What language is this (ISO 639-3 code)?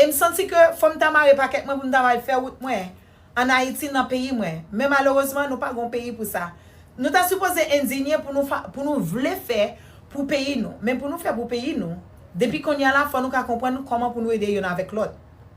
hat